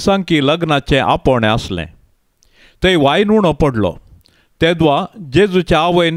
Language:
Konkani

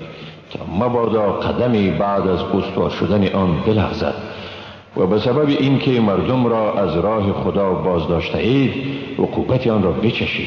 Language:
Persian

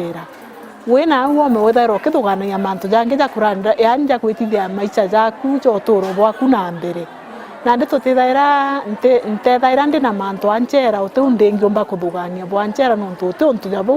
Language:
Meru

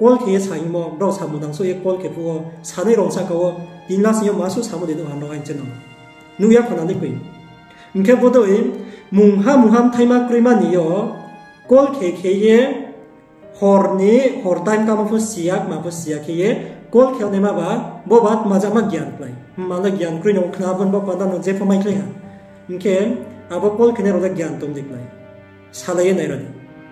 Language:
Riang (India)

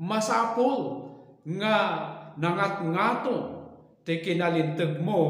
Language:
Iloko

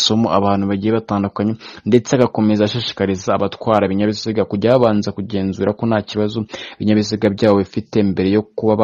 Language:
Kinyarwanda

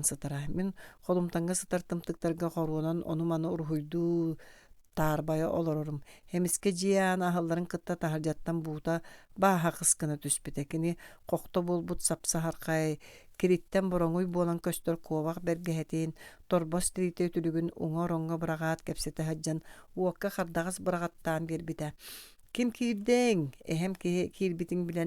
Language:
Yakut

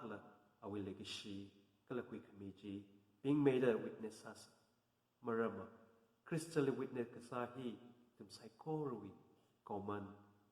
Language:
Tangkhul Naga (India)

